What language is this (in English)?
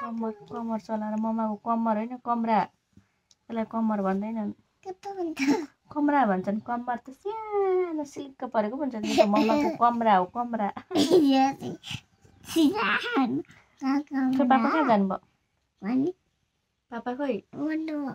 Nepali